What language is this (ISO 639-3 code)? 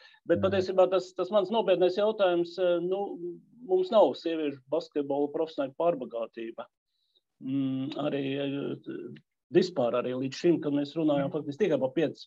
lav